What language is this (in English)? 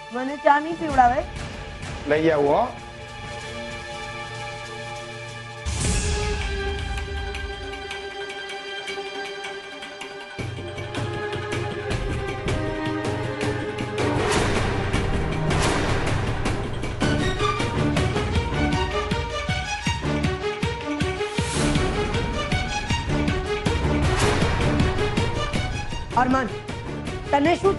Gujarati